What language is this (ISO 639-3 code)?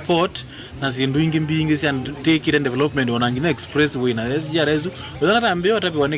kam